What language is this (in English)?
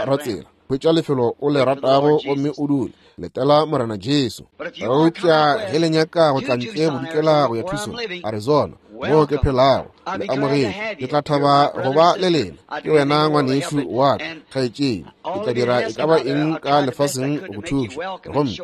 Northern Sotho